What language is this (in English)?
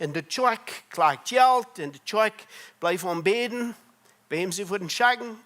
Plautdietsch